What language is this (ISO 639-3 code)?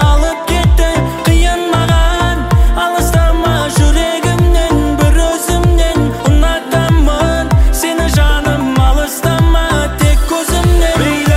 kaz